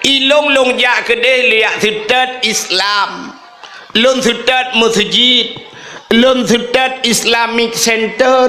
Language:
Achinese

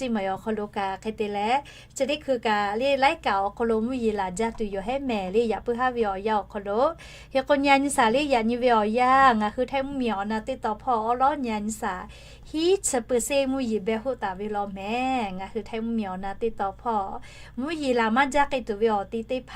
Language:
Lahu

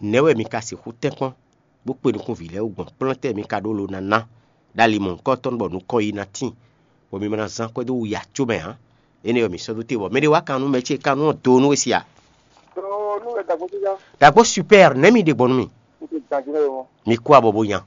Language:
Fon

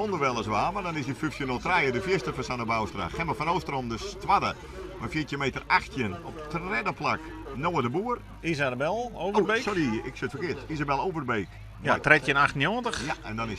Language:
Western Frisian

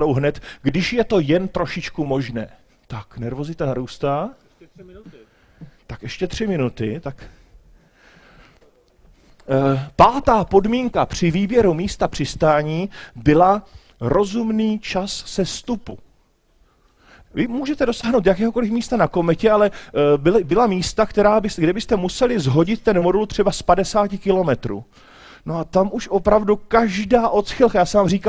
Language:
Czech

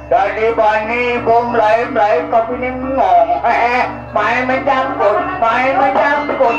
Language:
Balinese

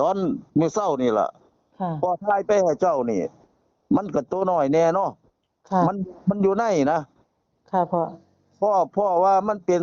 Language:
Northeastern Thai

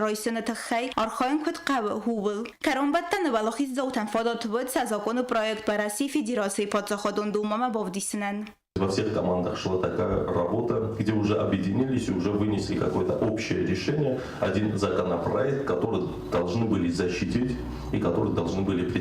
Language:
Ossetic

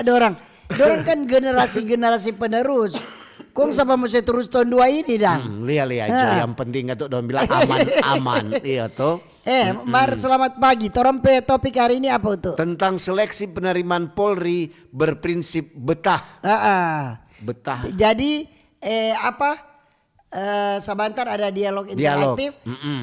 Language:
Manado Malay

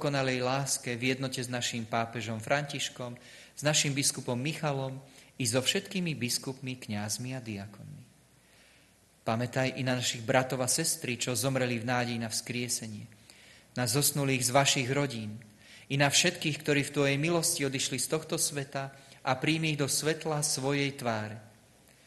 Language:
Slovak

